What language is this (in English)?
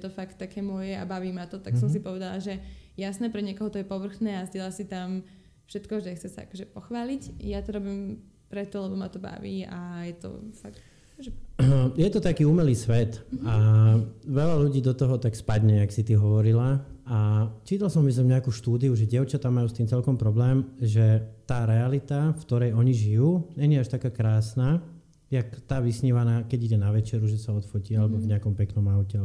Slovak